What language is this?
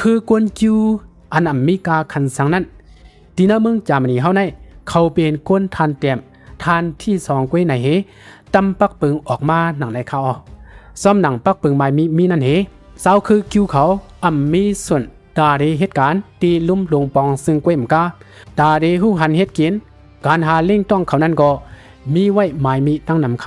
Shan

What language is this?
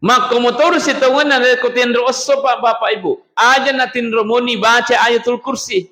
Buginese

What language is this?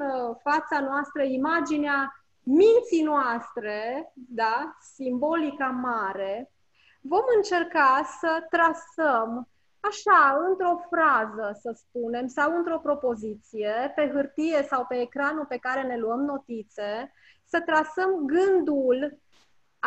Romanian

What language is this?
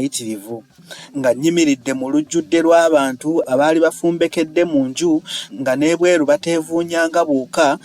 Ganda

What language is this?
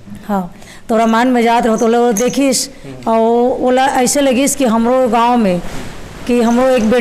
Chhattisgarhi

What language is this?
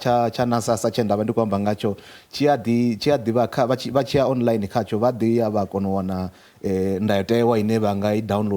Venda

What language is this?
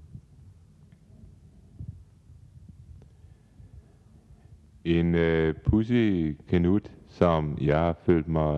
Danish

